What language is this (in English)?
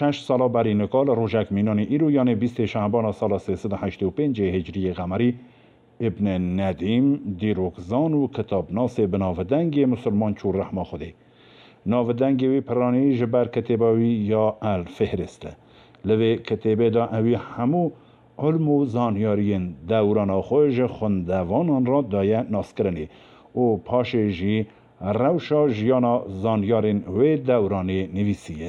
Kurdish